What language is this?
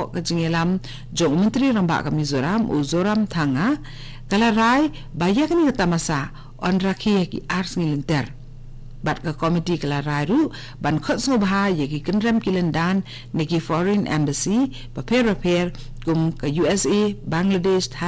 Khasi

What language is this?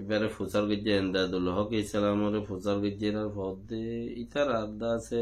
Rohingya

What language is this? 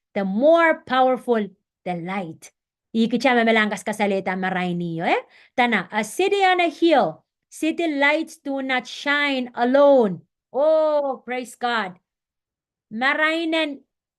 Pohnpeian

